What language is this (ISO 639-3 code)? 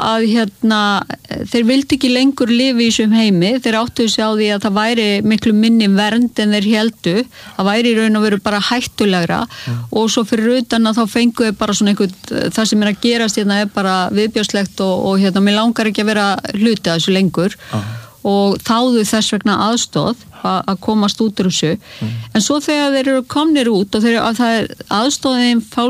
isl